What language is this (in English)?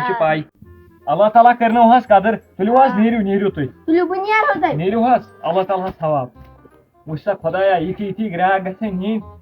Kashmiri